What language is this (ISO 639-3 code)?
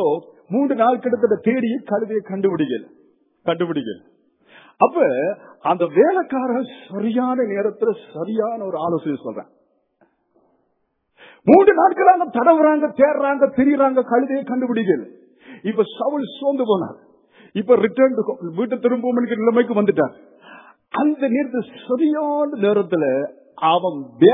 tam